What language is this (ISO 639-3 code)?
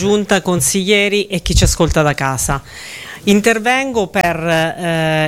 ita